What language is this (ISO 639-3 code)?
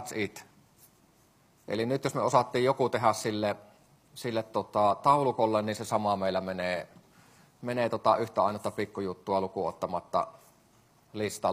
fin